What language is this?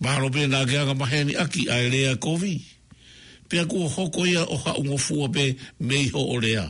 Tongan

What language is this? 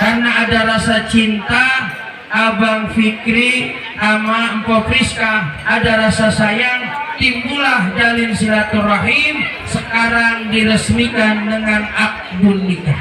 Betawi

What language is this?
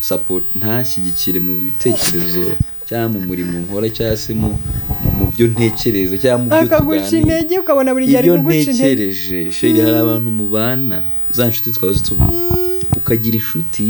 Kinyarwanda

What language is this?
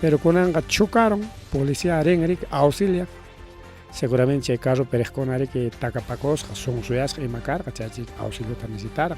Ayacucho Quechua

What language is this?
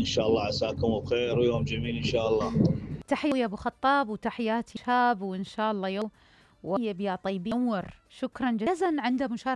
Mesopotamian Arabic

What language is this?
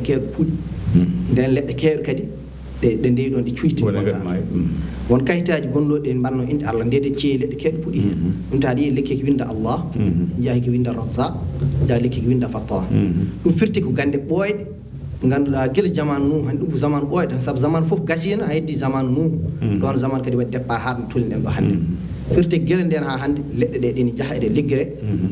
Fula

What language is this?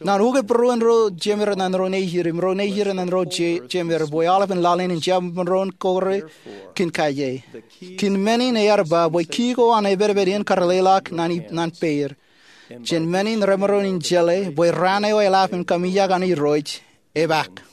Marshallese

